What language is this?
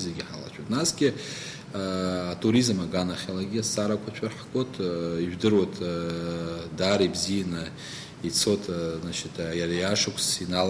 Abkhazian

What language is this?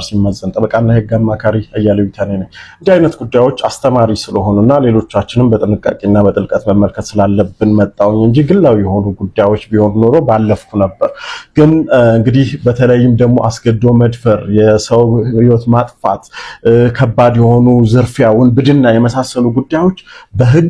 Amharic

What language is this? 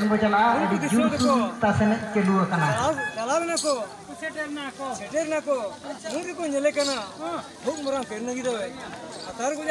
Santali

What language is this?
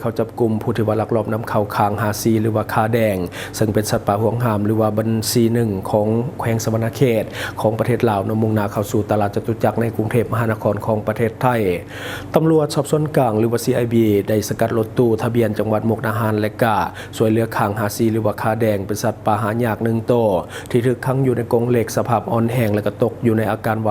Lao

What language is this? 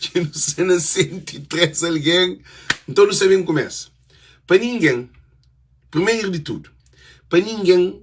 Kabuverdianu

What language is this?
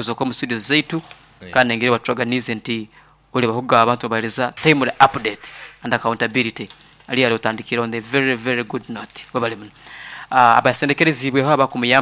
Nyoro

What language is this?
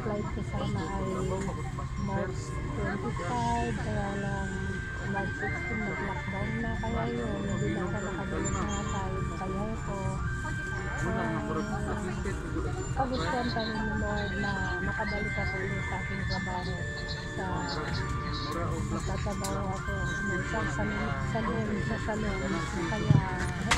Filipino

